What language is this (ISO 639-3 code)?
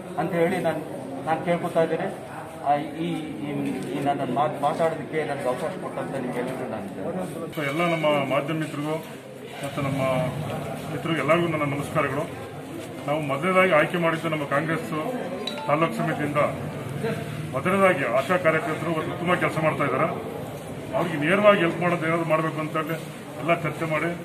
kan